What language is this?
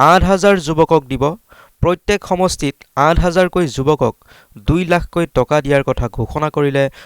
Assamese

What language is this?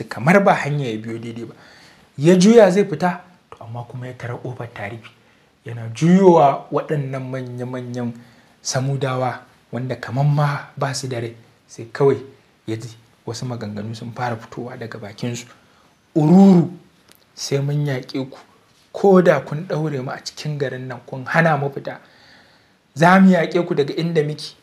Hausa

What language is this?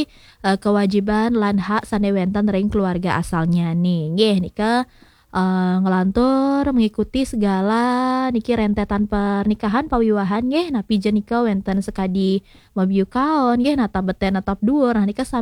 Balinese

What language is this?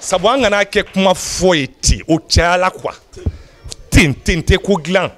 Bambara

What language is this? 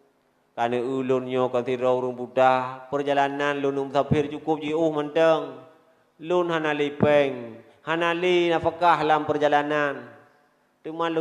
Achinese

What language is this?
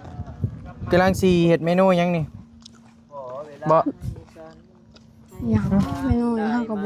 Northeastern Thai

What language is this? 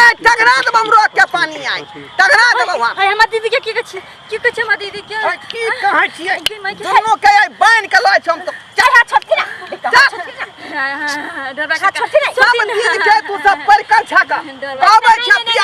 Maithili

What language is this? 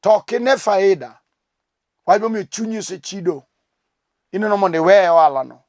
Luo (Kenya and Tanzania)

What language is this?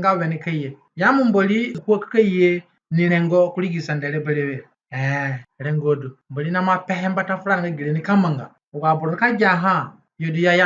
Zande (individual language)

